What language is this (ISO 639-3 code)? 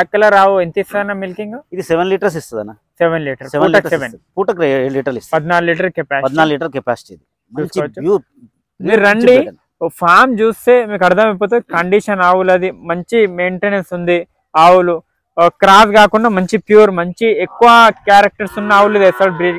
tel